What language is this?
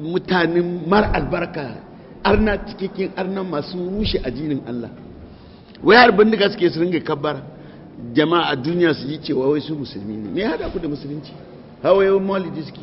Hausa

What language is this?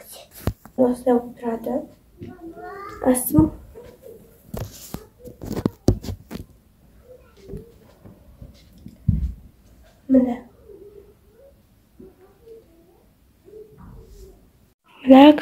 Kazakh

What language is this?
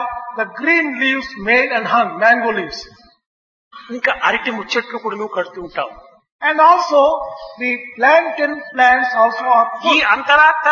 Telugu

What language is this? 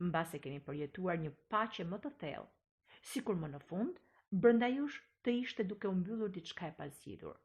Albanian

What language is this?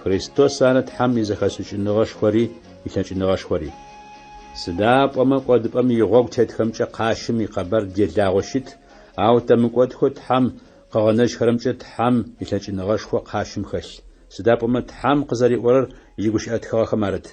Adyghe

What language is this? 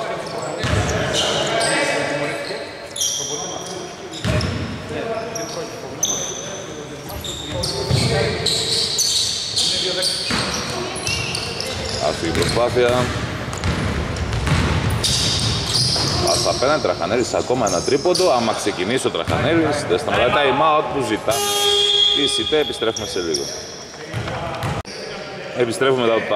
Greek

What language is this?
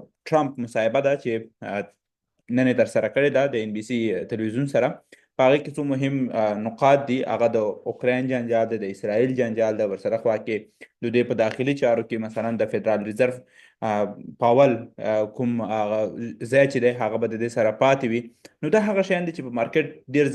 Pashto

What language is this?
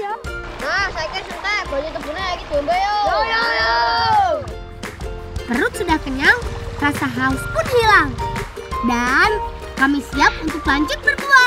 Indonesian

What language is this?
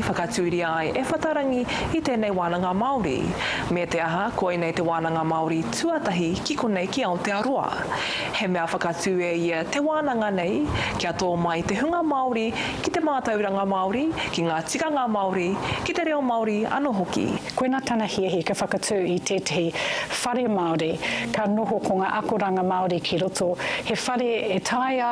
Māori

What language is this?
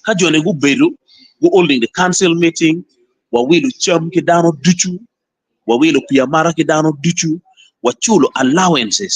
Acoli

